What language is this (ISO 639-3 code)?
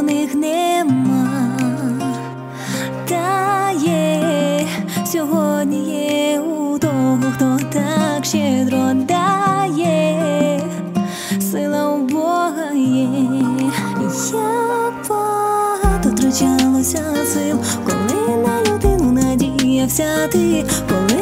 ukr